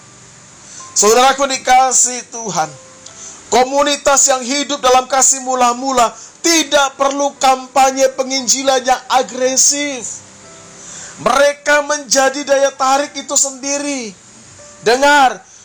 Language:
Indonesian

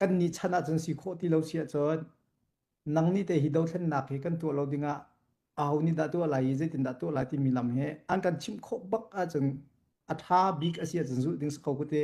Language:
Hakha Chin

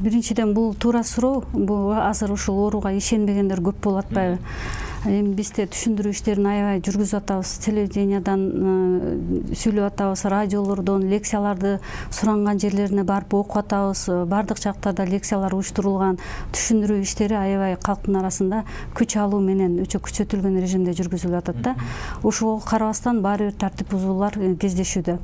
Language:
Kyrgyz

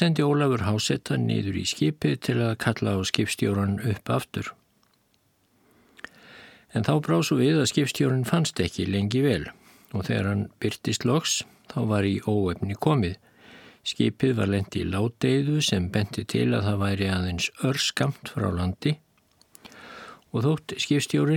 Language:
Icelandic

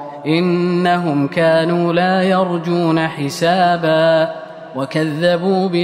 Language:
Arabic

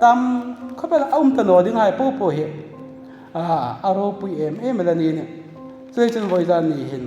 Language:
Hmar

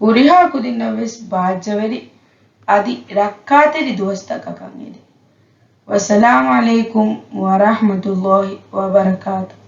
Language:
Divehi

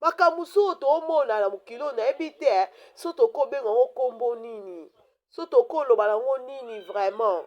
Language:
Lingala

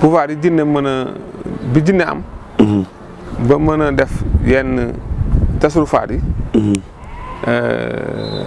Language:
Wolof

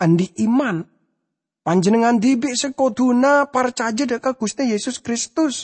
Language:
Madurese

